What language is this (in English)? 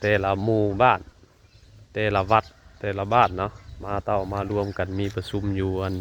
Northeastern Thai